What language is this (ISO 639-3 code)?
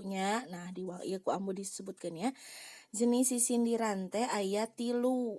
sun